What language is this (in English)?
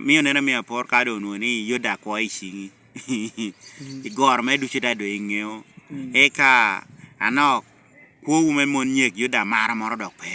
Lango (Uganda)